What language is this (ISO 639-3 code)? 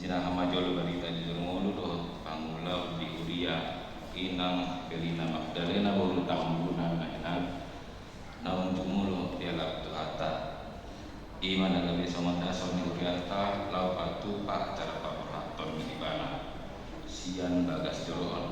bbc